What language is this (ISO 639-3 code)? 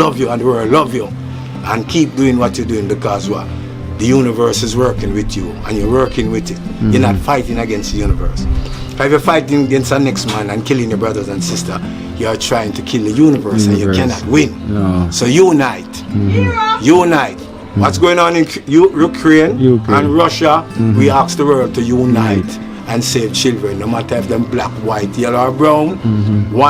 jam